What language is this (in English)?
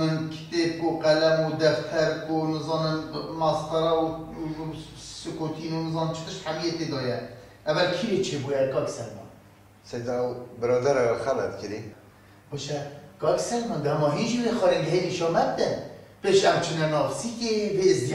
Kurdish